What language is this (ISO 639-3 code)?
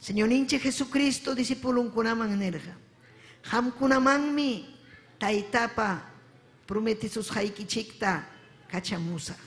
quy